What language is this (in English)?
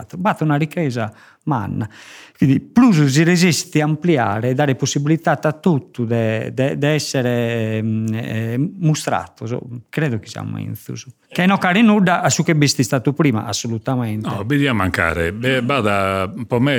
Sardinian